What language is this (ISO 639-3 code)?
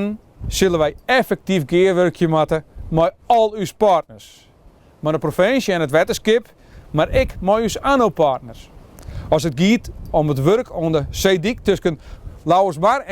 fry